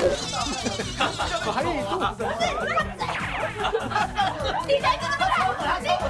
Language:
Chinese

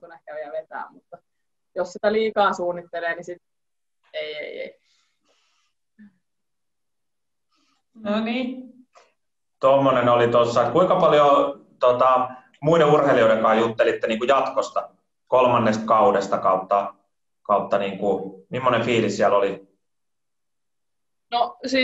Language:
Finnish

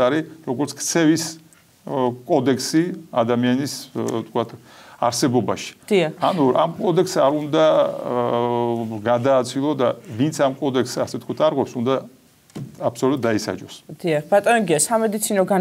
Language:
Georgian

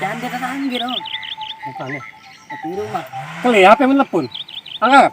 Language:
Musi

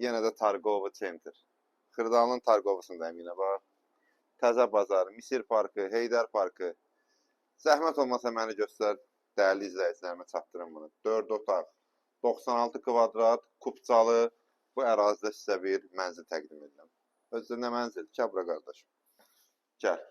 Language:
Azerbaijani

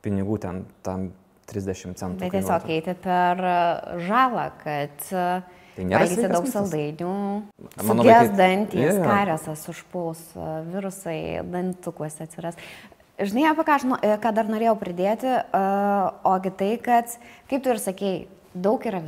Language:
Lithuanian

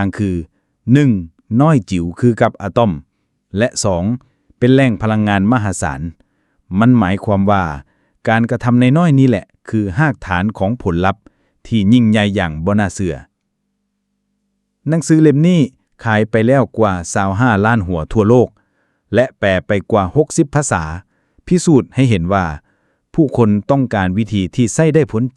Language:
Lao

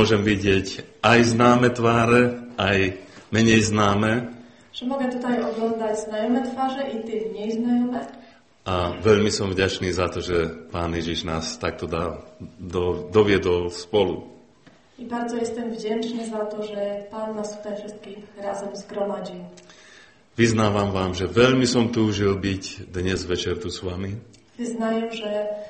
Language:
Slovak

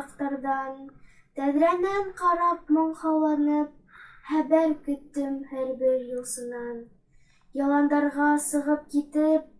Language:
Bashkir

